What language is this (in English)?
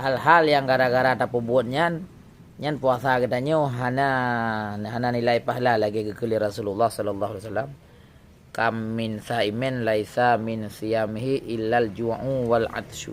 Achinese